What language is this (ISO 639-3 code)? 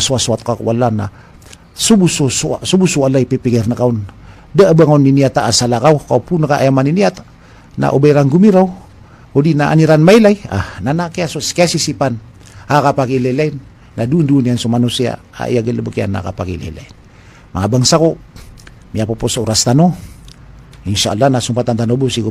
mrw